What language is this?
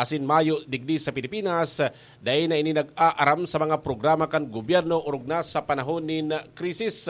Bikol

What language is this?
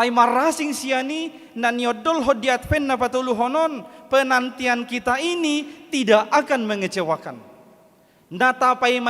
Batak Toba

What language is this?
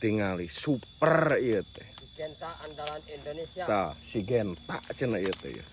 Sundanese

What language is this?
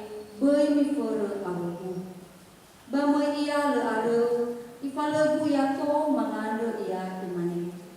Nias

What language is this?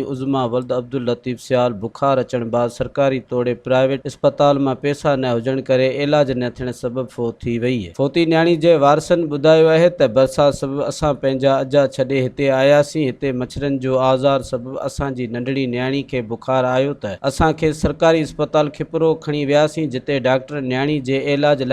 Sindhi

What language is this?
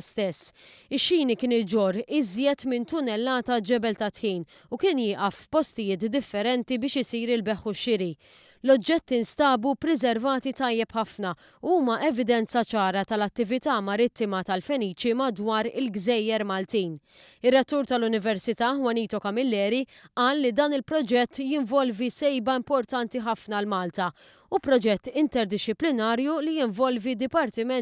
Maltese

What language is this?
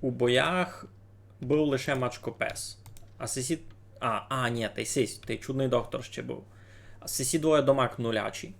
Rusyn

